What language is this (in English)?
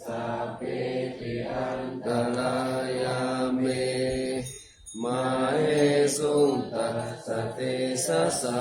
Pali